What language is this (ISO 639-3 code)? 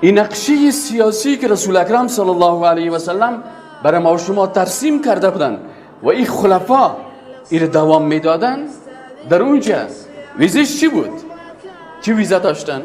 fas